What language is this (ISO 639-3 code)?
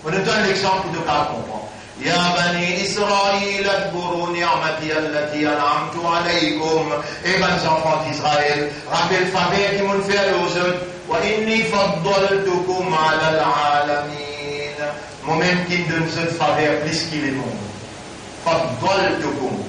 mfe